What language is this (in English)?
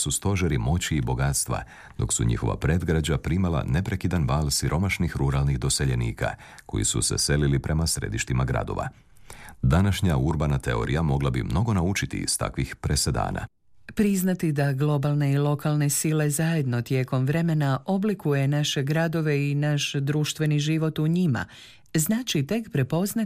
Croatian